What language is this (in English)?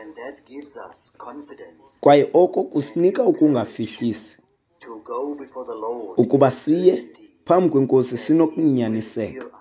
Xhosa